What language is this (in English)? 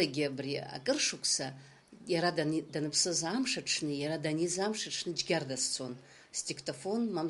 Abkhazian